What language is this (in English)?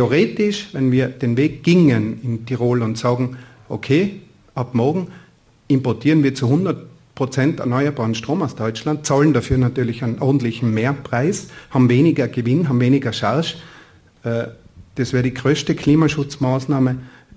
German